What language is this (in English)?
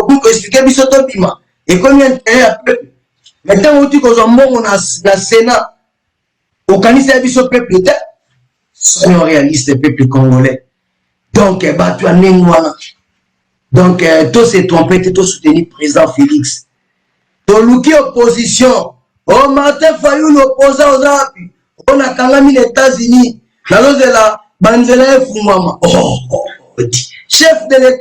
Lingala